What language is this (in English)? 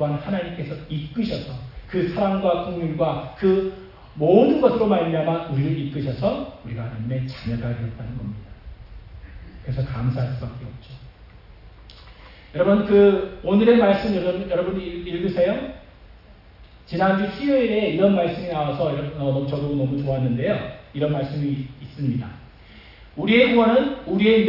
Korean